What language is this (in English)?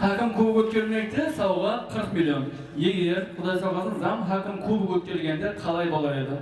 Kara-Kalpak